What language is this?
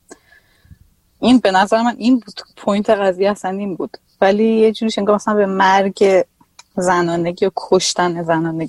Persian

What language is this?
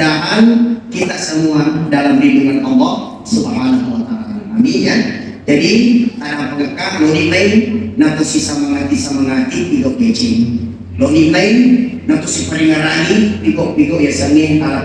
Buginese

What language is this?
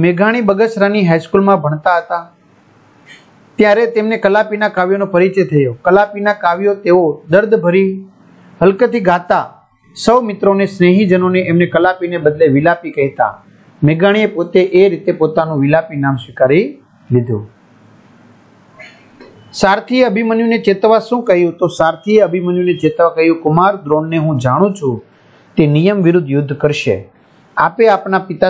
Gujarati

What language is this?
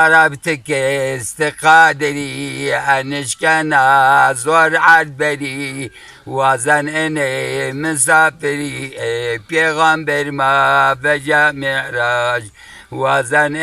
Zaza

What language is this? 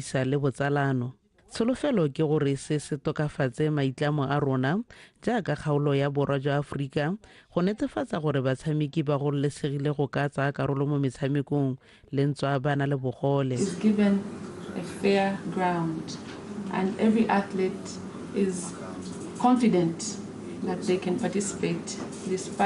Tswana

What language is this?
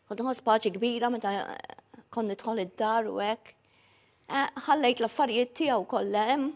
Maltese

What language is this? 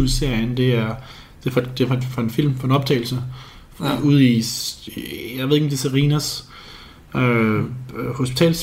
Danish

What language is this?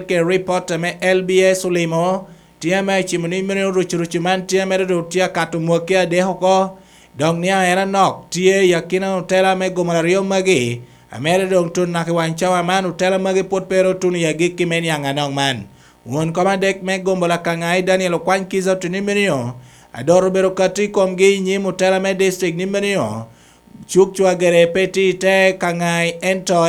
Lango (Uganda)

